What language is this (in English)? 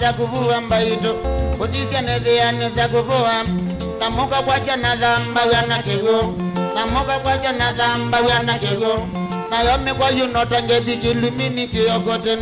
Kamba